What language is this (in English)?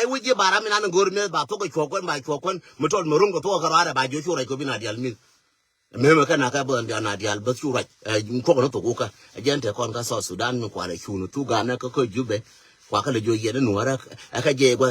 Nuer